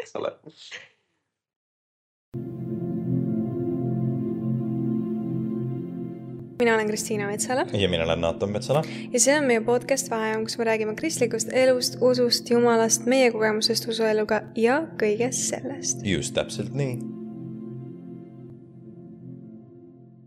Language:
Estonian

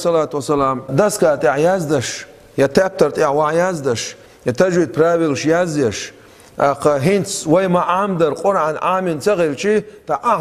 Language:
Chechen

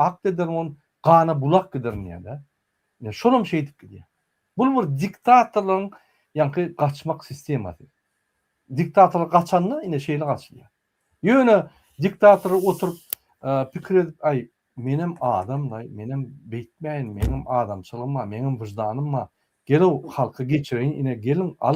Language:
Turkmen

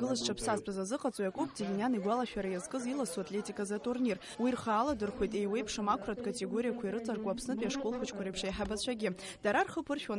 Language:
Abkhazian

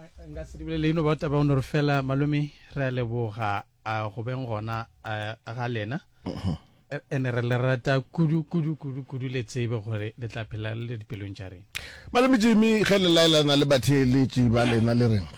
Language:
Northern Sotho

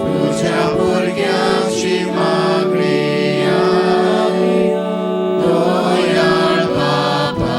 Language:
Konkani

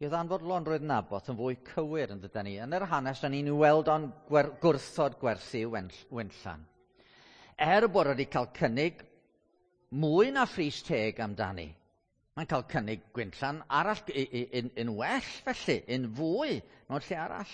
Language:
Welsh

